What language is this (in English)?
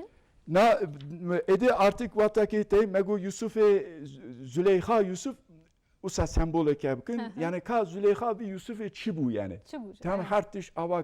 Kurdish